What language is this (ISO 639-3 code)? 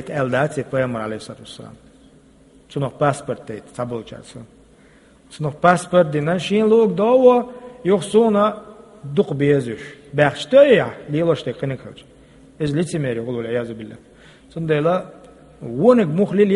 che